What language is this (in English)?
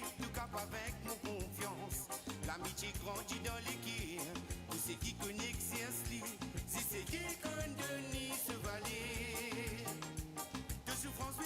Morisyen